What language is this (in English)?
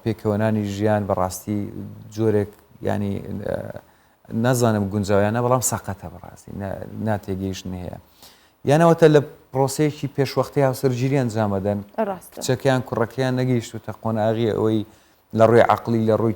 Central Kurdish